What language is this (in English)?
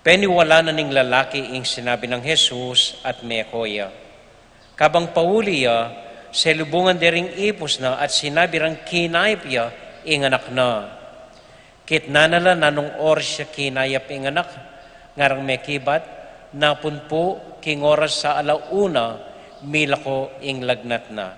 Pampanga